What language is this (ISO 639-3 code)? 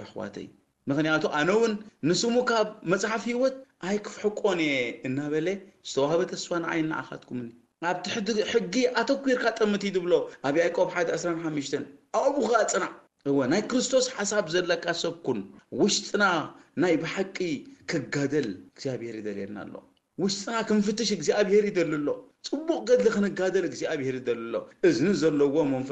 tir